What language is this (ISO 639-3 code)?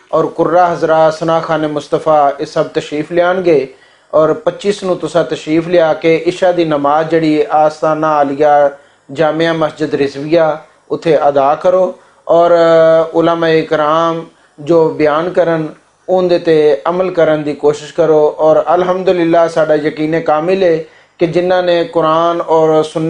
lah